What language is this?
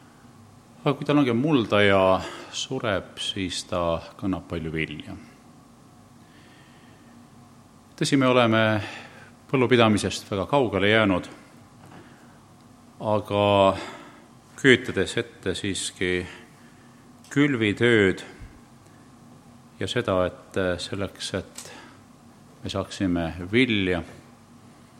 Estonian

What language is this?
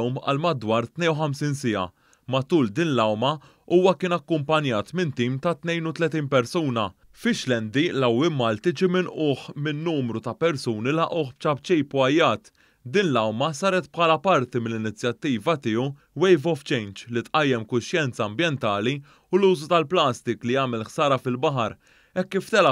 Maltese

